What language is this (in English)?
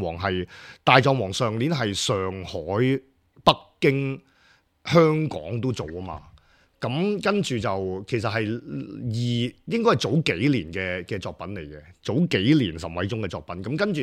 Cantonese